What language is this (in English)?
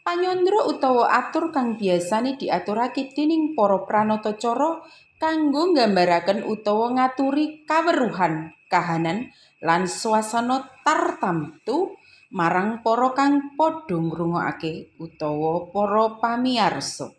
Javanese